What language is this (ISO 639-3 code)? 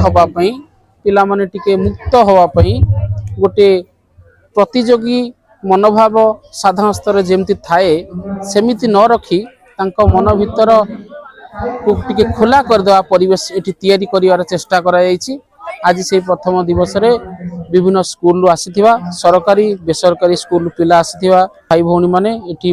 ori